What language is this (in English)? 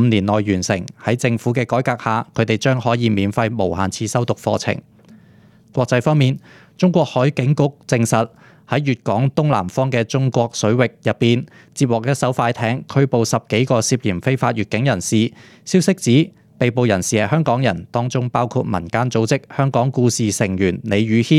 Cantonese